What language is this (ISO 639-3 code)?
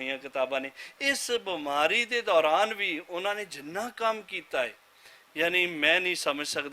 lah